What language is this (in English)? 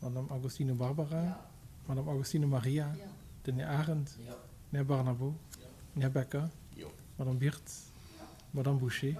Luxembourgish